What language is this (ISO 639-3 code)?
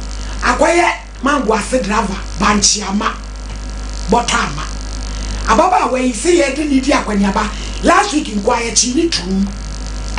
aka